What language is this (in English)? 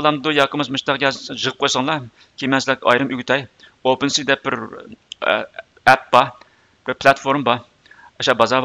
Uyghur